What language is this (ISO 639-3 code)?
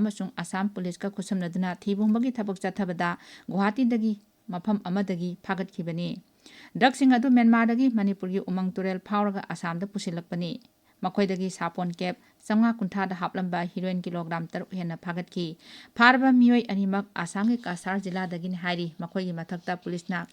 mni